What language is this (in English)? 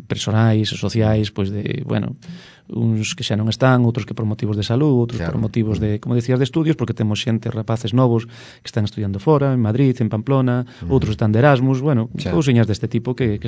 Galician